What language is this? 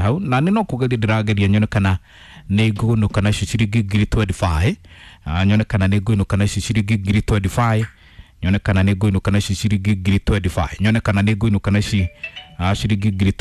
Kikuyu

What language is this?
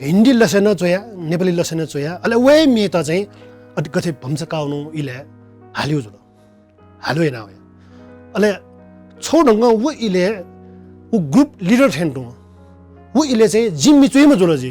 Newari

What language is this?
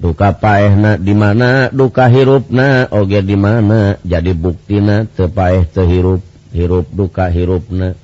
Sundanese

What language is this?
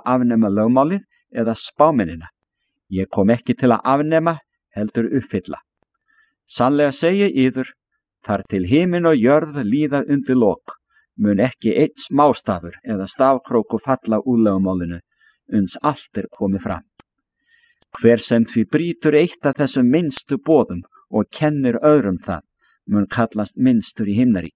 Icelandic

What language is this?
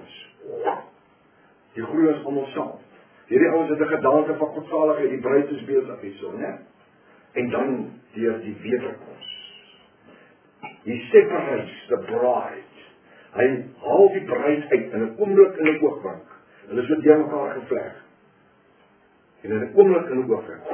Afrikaans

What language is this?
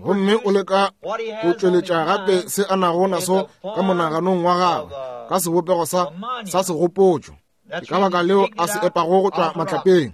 Northern Sotho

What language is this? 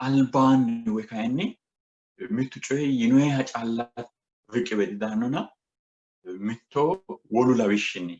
Sidamo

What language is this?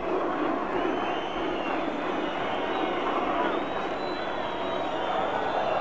Romanian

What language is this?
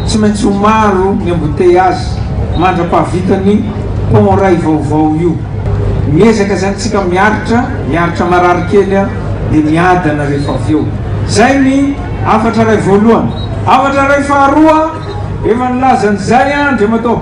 Malagasy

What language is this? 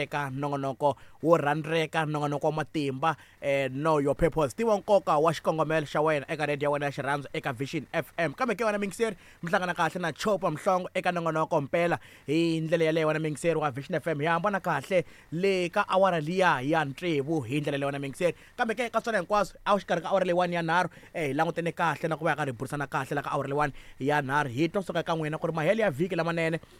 Tsonga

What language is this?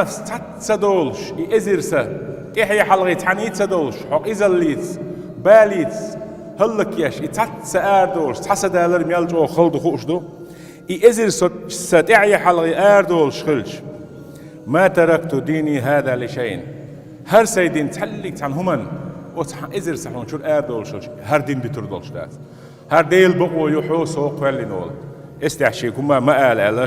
Chechen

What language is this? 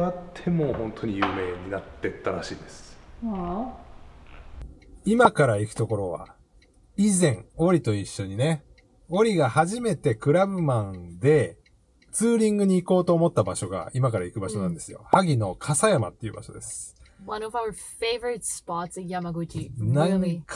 Japanese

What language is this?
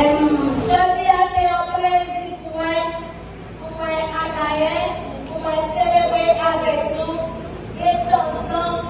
Haitian Creole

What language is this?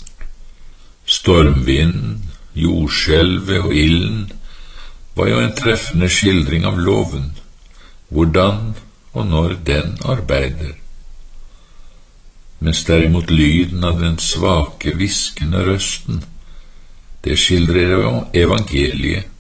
Norwegian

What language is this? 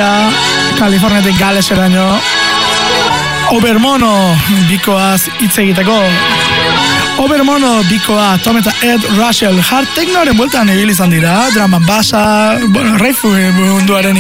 Basque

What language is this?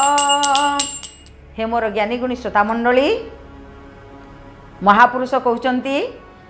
Odia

